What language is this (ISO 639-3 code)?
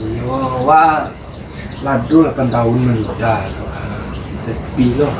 min